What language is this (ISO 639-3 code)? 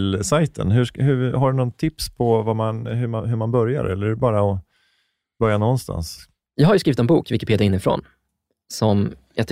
swe